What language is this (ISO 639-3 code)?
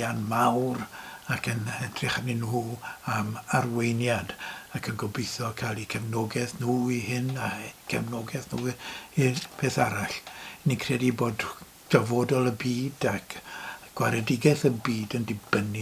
cym